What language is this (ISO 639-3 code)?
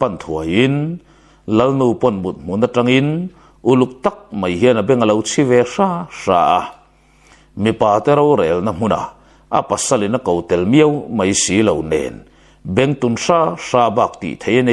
lus